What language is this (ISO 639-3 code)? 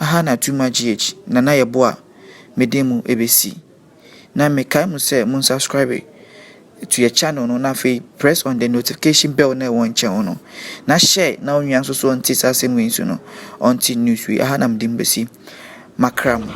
aka